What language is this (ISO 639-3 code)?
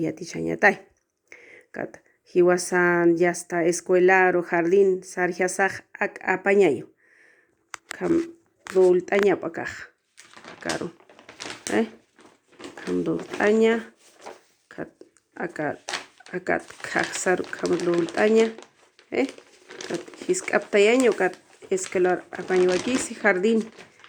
aym